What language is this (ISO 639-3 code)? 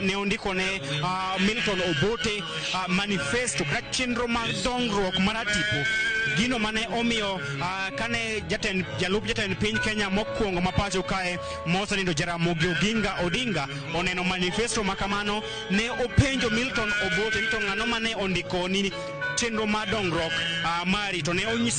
luo